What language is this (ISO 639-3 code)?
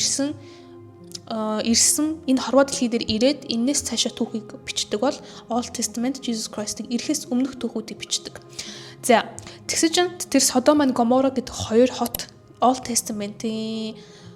mon